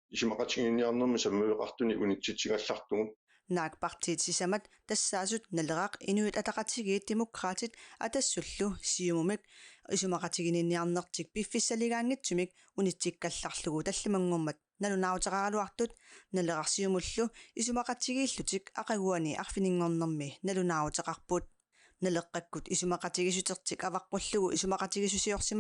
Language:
Kalaallisut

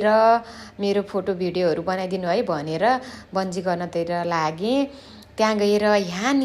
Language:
Nepali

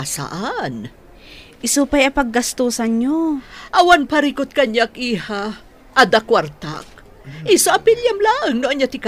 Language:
Iloko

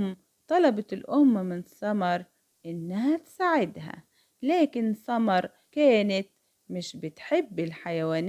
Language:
Egyptian Arabic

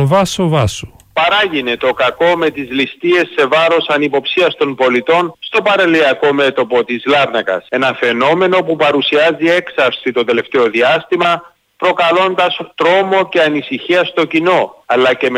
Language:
Greek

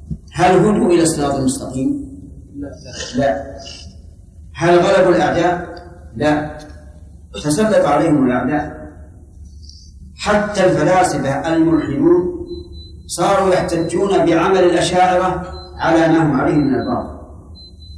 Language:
Arabic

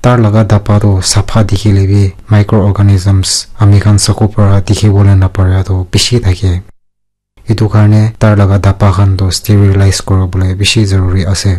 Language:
Naga Pidgin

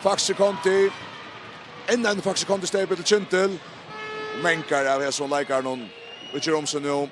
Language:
Faroese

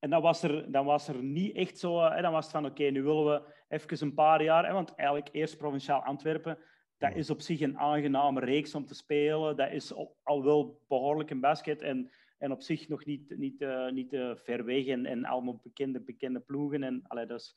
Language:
Dutch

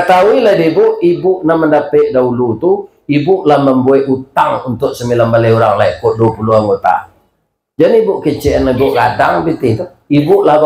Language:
Minangkabau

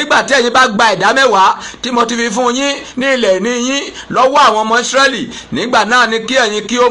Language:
Yoruba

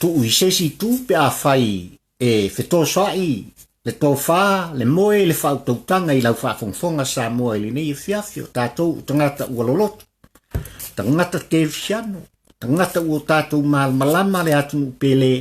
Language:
Samoan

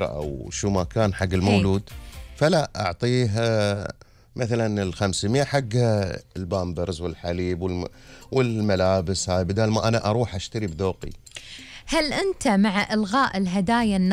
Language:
Gulf Arabic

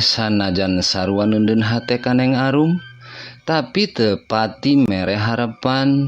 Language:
Sundanese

